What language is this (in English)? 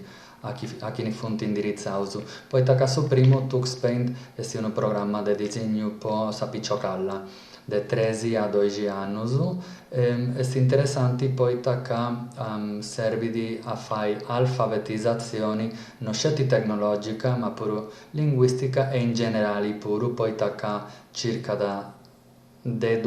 Sardinian